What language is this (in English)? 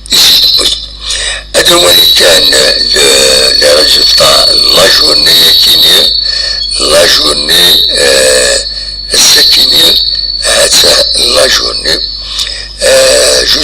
Kabyle